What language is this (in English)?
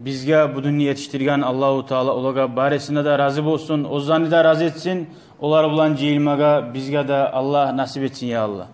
Kumyk